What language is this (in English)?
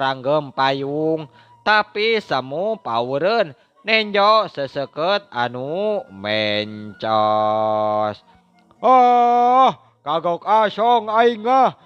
Sundanese